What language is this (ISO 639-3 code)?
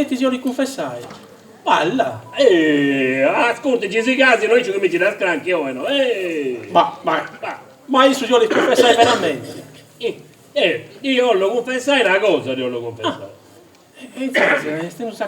srd